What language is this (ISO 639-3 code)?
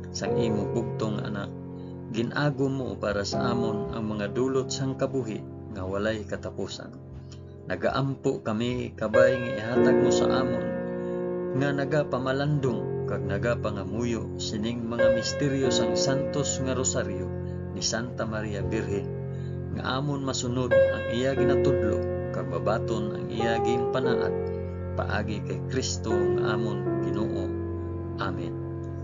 hil